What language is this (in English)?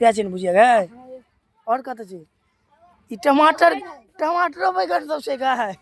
Maithili